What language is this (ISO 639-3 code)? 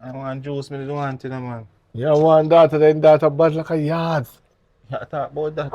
jam